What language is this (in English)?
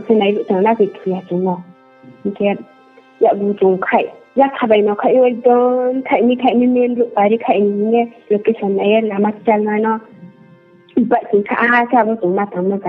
Riang (India)